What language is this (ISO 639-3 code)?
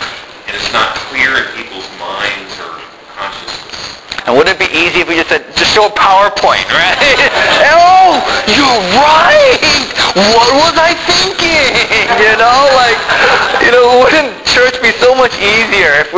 eng